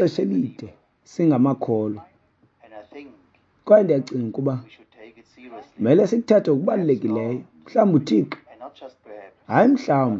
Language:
Xhosa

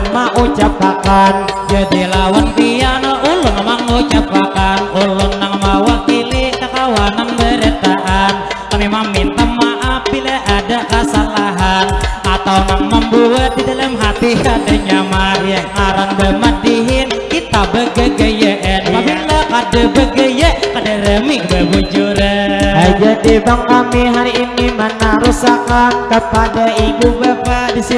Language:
Banjar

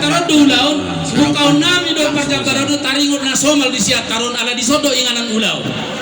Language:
Batak Toba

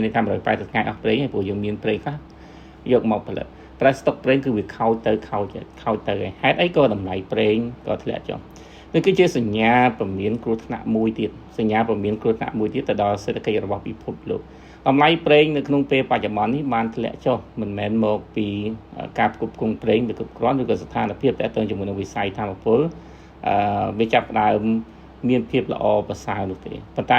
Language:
Khmer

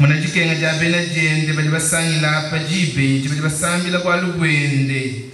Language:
Luba-Lulua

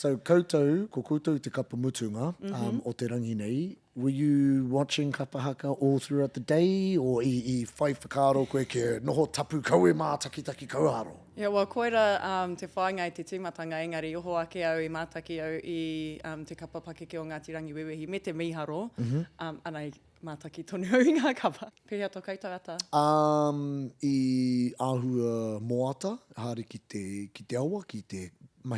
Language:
Māori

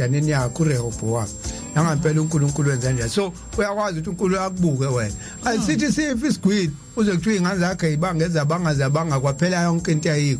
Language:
Zulu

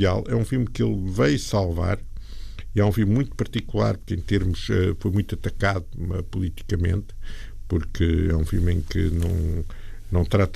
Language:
Portuguese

